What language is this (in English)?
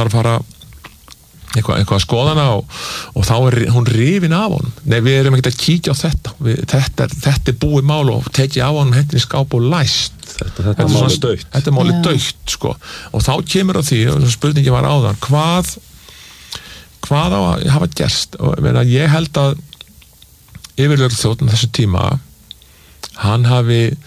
Icelandic